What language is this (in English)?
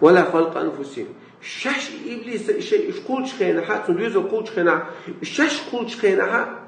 Chechen